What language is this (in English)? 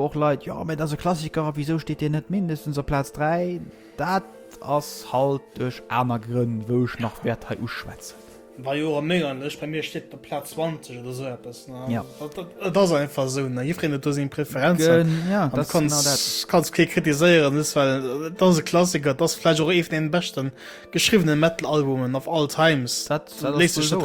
Luxembourgish